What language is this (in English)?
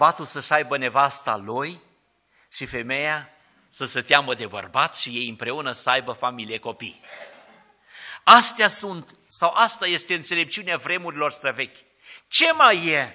Romanian